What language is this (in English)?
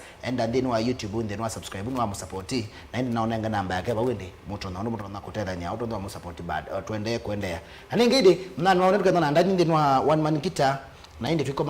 Kamba